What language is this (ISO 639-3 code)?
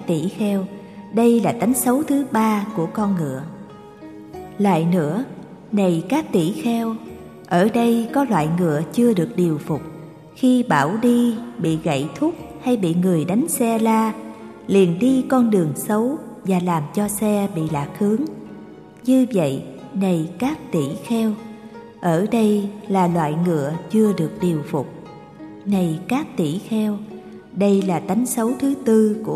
vie